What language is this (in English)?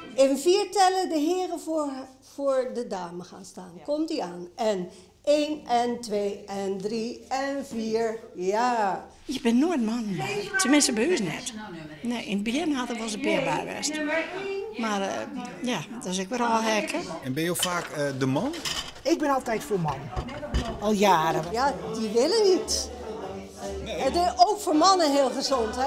Western Frisian